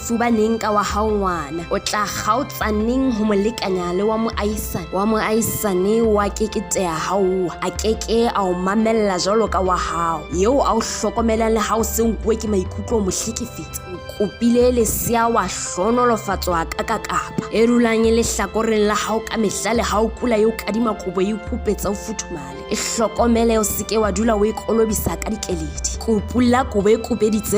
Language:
Southern Sotho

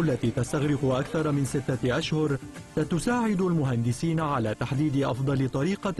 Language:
Arabic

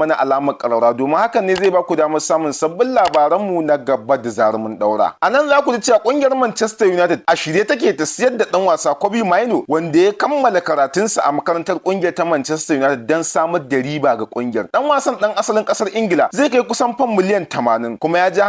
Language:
Hausa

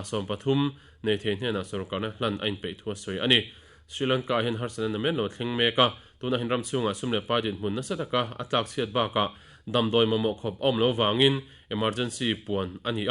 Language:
Mizo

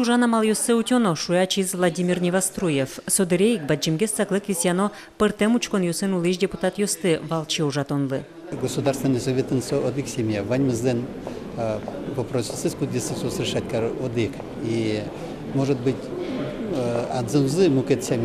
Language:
Udmurt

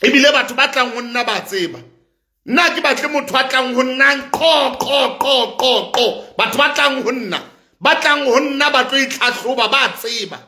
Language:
Southern Sotho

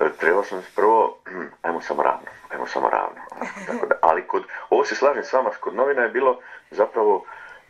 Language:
Croatian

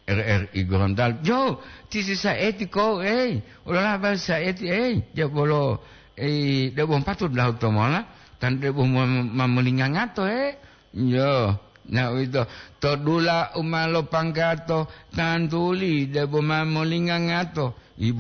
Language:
Gorontalo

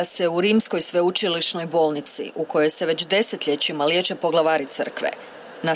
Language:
Croatian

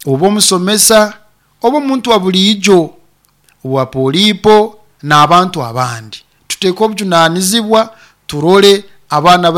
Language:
Nyoro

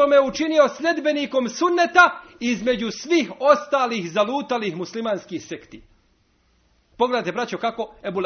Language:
Bosnian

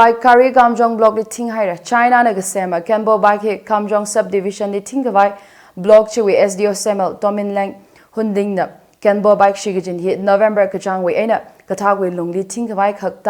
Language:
Tangkhul Naga (India)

